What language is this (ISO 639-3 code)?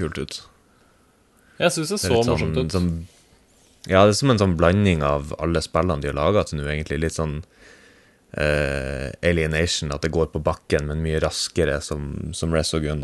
nor